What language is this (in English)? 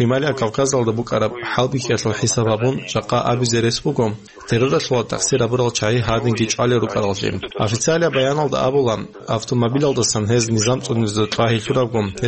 Avaric